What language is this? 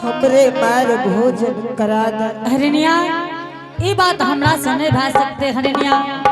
Angika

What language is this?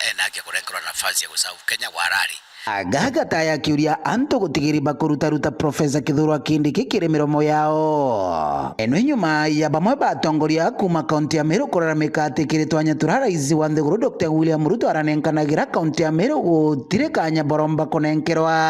Meru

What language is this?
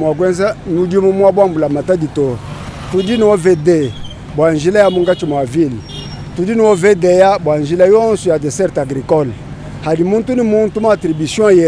Luba-Lulua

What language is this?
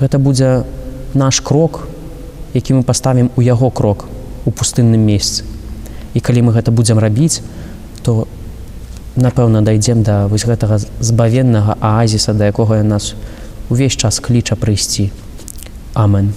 Belarusian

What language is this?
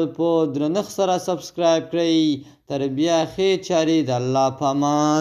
Pashto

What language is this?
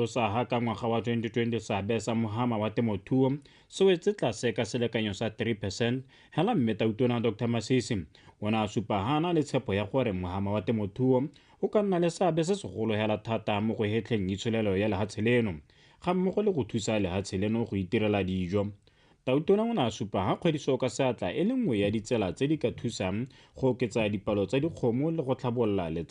Tswana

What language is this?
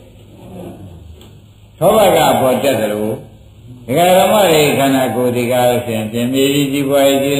Burmese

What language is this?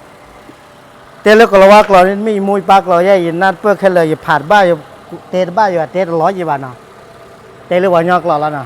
S'gaw Karen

